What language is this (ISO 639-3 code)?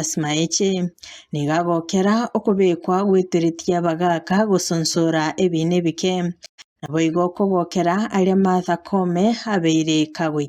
guz